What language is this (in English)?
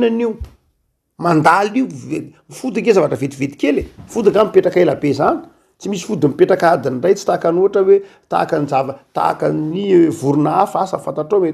Malagasy